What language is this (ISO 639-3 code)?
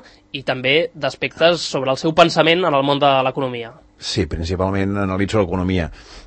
cat